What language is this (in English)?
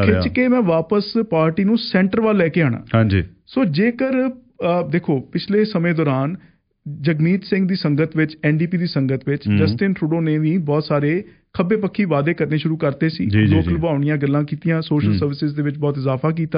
Punjabi